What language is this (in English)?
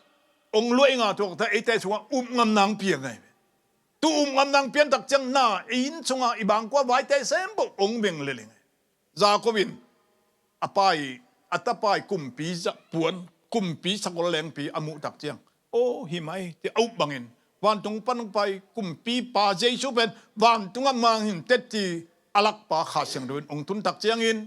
Tedim Chin